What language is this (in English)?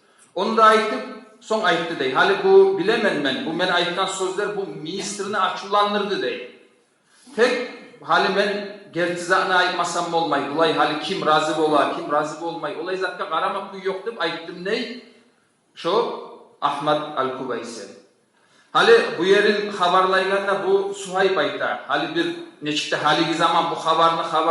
Kumyk